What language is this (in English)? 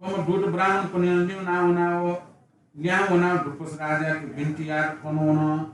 Newari